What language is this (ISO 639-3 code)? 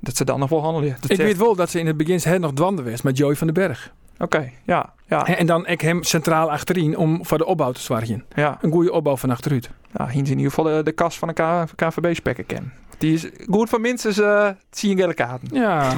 fry